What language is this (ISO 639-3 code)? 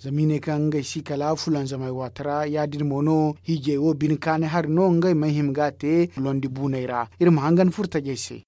dje